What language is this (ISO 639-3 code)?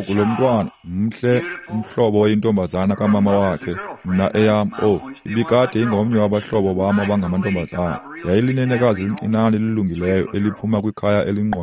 xho